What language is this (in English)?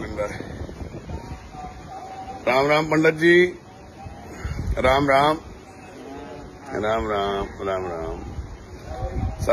Punjabi